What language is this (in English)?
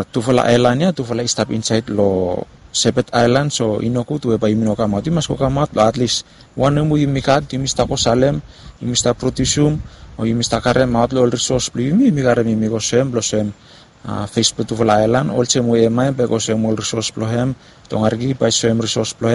Bislama